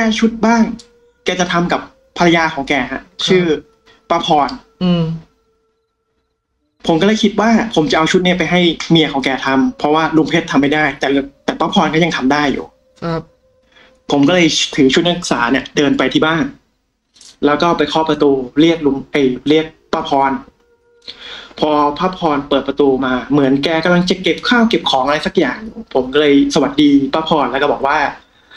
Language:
Thai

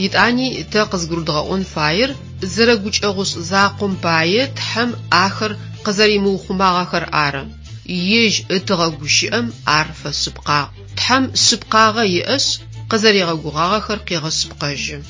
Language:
Adyghe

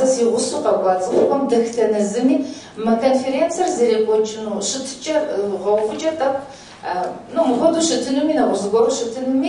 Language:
Kabardian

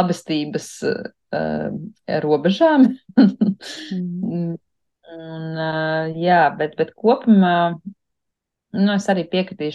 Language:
Latvian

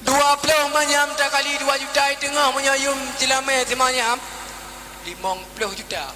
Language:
Achinese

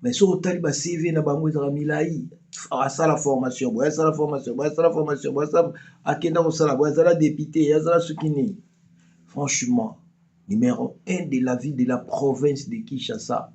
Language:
Lingala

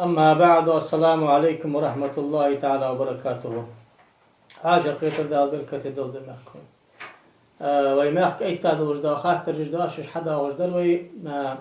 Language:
Ingush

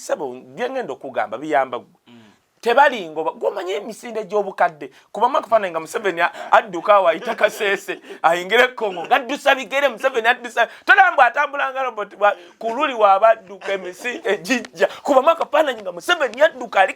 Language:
Ganda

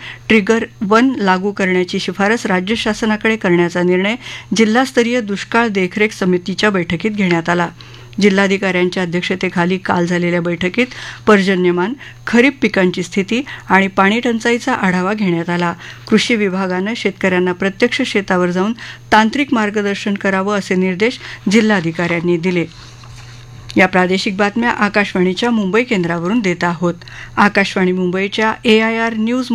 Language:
Marathi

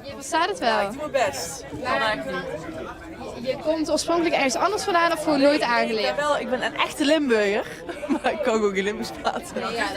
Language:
Limburgish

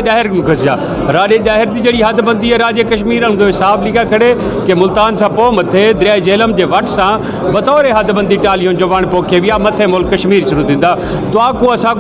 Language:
Saraiki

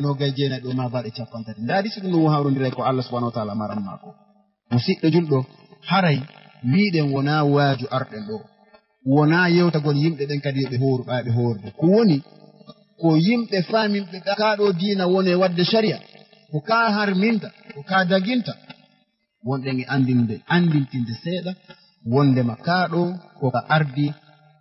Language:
Fula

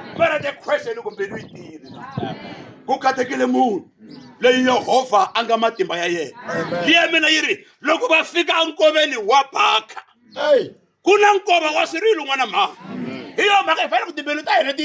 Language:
Tsonga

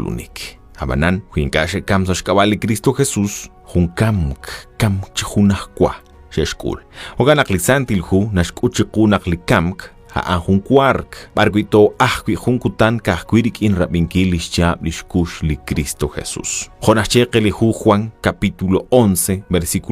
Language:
Kekchí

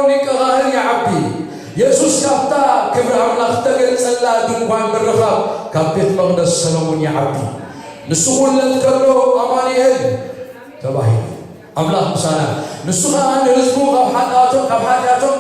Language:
Tigrinya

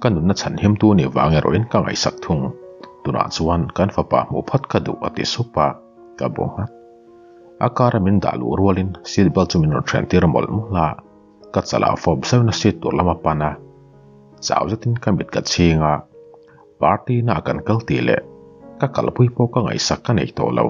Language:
Mizo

